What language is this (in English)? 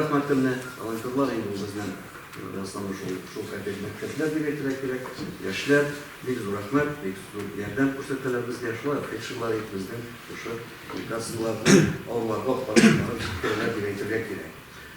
Tatar